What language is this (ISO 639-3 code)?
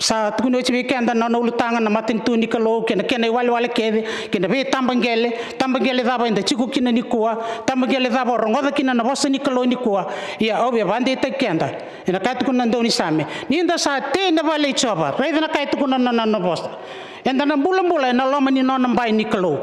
fij